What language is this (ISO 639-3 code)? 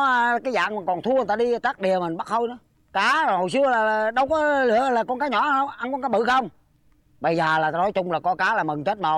vie